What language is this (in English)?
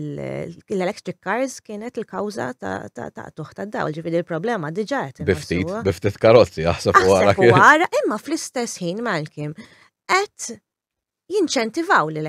Maltese